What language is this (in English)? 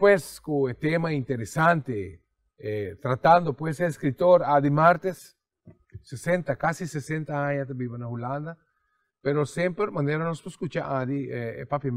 Papiamento